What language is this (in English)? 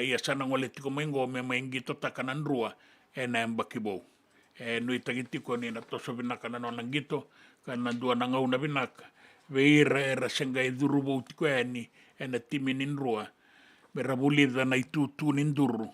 Fijian